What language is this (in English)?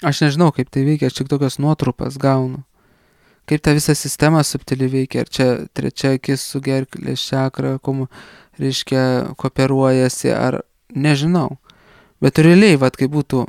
Lithuanian